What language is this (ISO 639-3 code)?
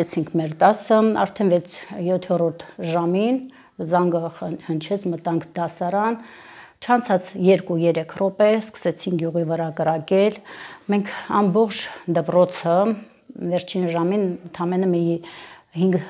hye